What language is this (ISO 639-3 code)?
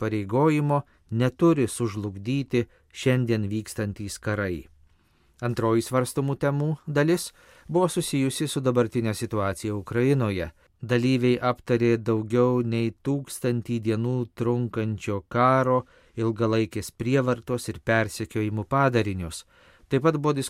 lit